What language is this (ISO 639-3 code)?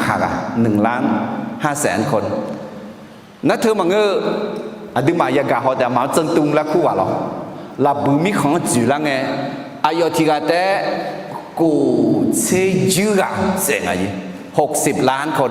ahk